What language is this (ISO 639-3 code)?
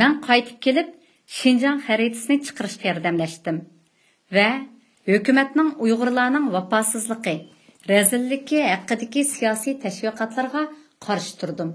uig